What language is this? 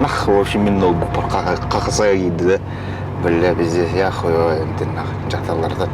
Yakut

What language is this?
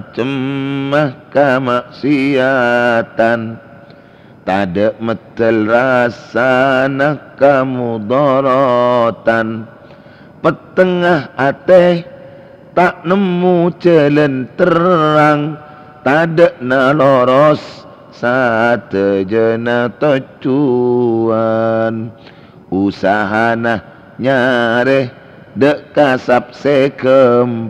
Madurese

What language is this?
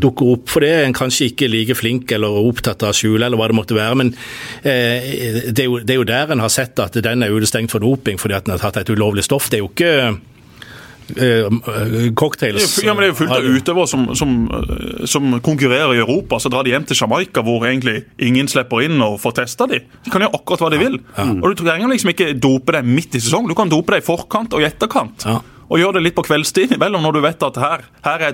Norwegian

